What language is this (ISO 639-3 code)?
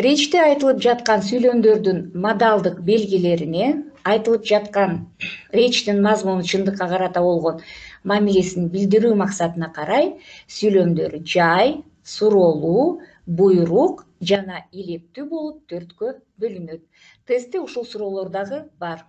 kir